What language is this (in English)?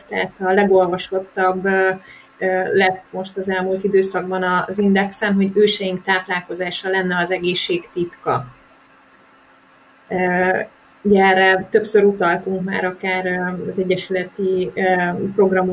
Hungarian